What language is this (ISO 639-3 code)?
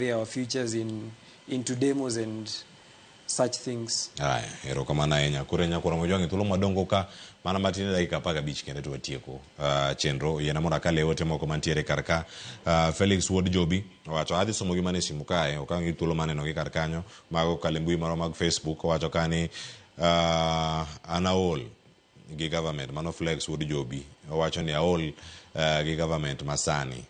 luo